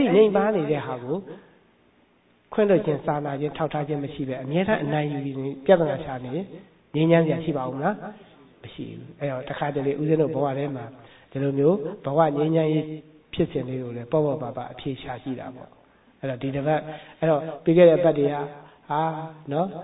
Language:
Burmese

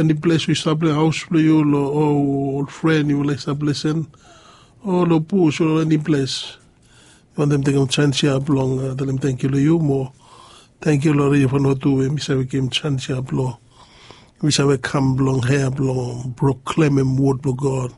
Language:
Bislama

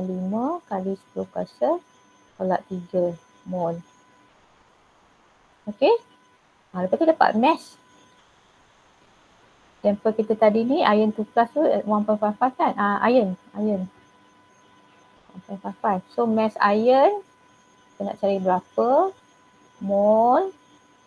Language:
Malay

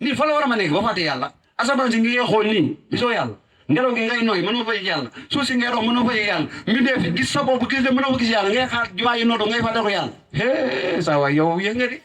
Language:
Wolof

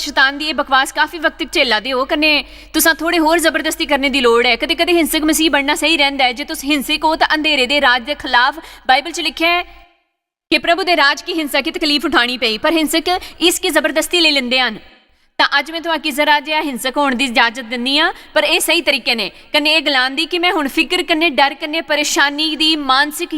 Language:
Dogri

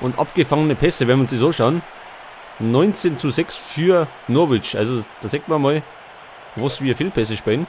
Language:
Bavarian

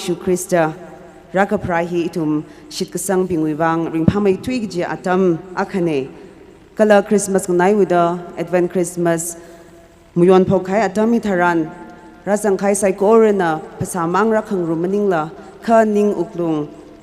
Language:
Tangkhul Naga (India)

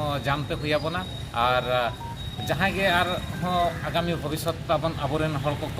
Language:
Santali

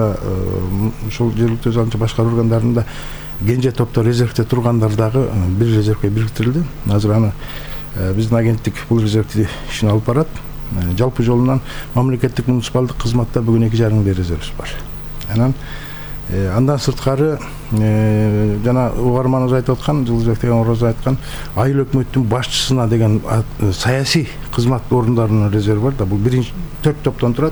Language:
Kyrgyz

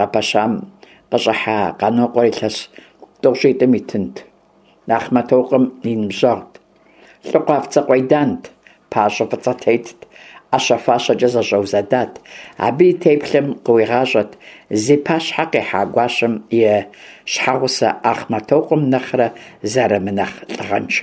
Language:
Kabardian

